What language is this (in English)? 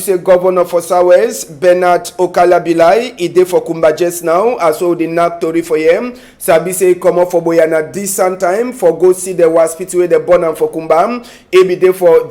Cameroon Pidgin